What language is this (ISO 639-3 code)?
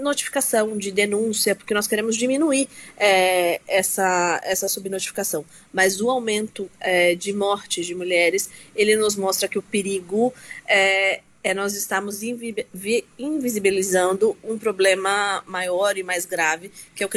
por